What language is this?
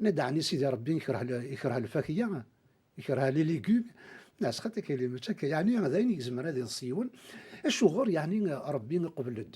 Kabyle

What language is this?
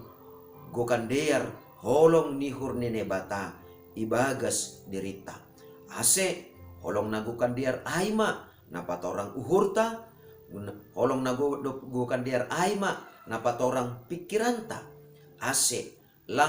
Batak Simalungun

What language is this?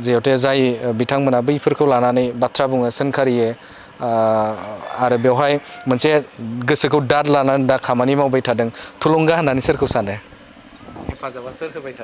Bodo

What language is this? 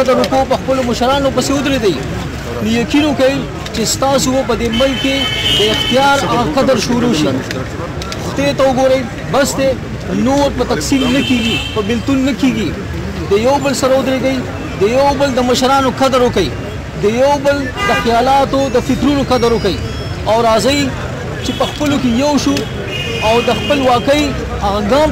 Pashto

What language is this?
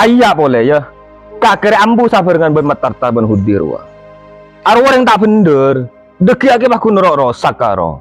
Madurese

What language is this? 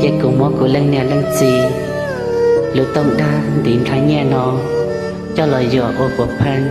Hmong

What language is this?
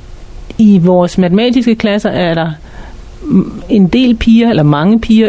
Danish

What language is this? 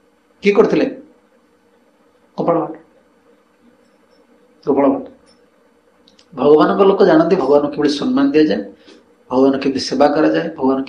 Odia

